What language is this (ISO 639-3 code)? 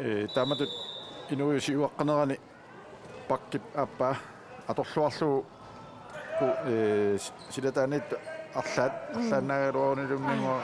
kal